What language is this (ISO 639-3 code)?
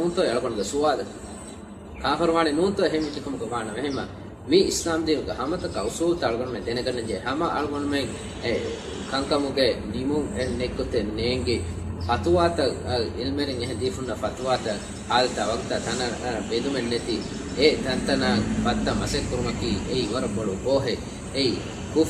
div